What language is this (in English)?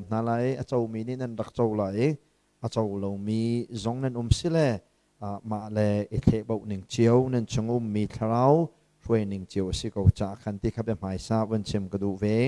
Hakha Chin